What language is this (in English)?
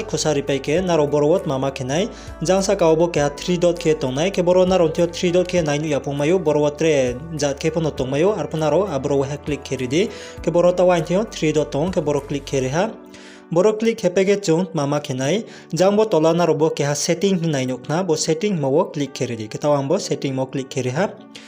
Riang (India)